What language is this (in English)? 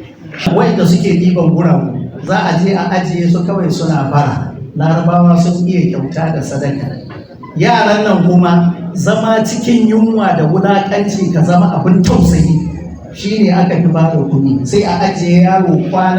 Hausa